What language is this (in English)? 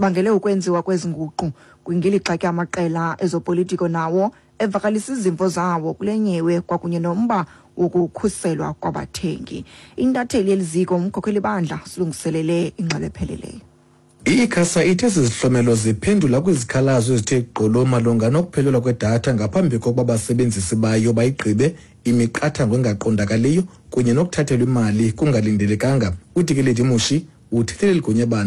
Xhosa